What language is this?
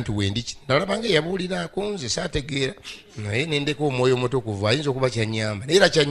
Ganda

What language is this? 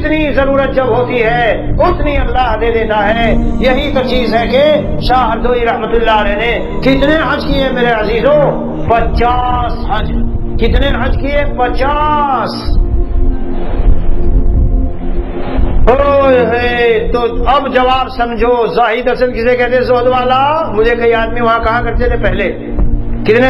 Urdu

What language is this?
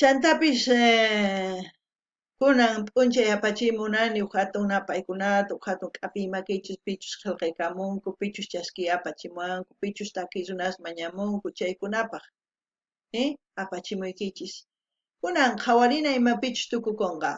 South Bolivian Quechua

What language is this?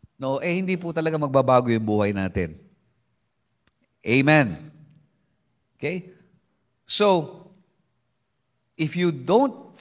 Filipino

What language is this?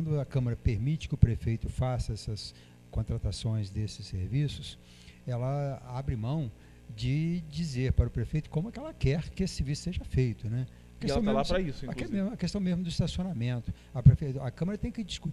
Portuguese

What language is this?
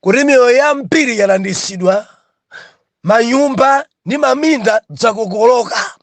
Nyanja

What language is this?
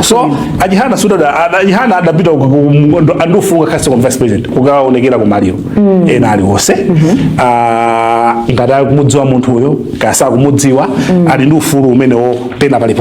Nyanja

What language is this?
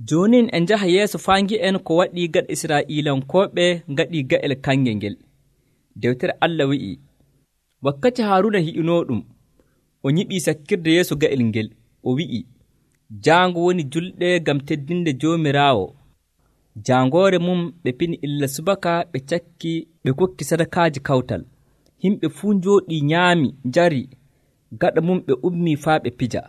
Nigerian Fulfulde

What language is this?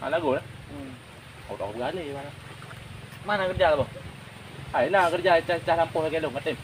Achinese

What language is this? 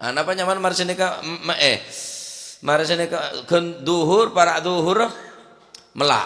Madurese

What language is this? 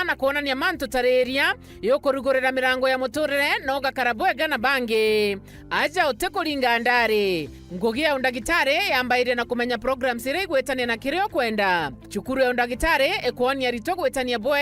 Meru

